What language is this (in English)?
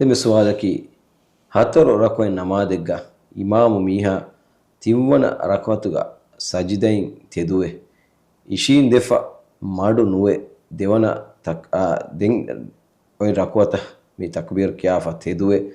Divehi